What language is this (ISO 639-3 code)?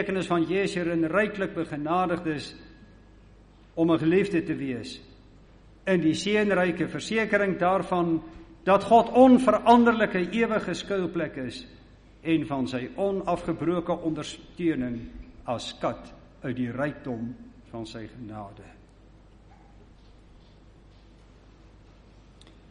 afr